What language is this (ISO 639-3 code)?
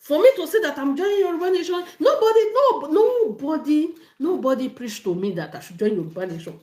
yor